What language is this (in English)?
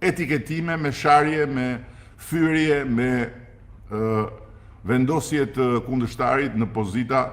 Albanian